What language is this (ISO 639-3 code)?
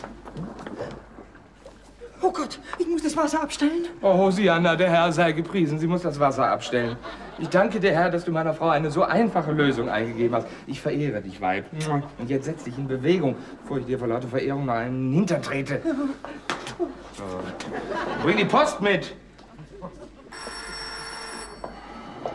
deu